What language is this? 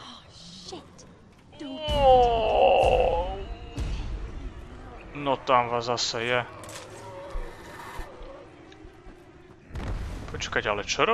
Slovak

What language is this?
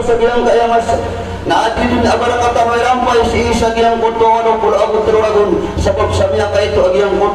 Maranao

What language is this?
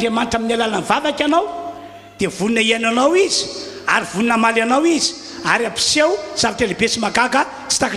Malagasy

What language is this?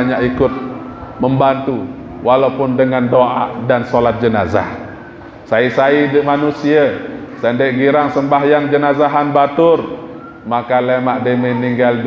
Sasak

